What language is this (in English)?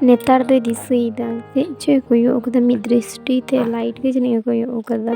Santali